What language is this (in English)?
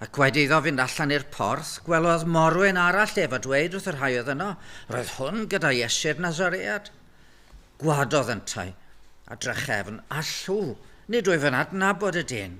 Welsh